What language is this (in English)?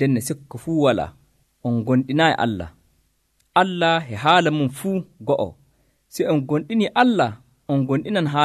Nigerian Fulfulde